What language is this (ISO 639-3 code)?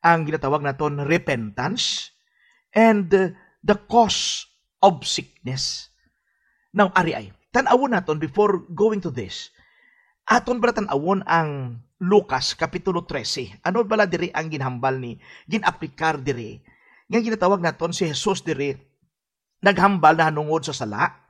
hil